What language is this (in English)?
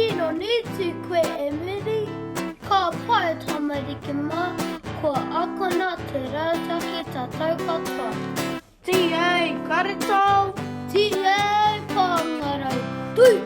Māori